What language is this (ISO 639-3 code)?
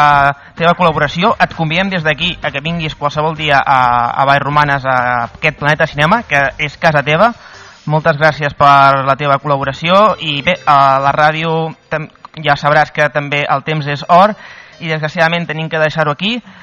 cat